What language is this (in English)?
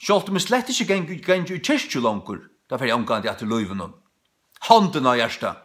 Faroese